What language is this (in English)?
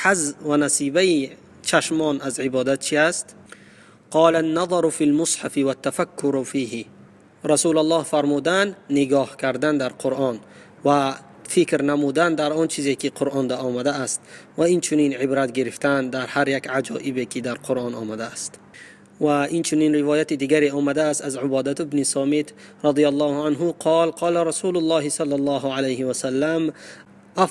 Tajik